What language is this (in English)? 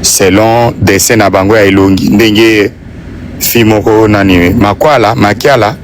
Lingala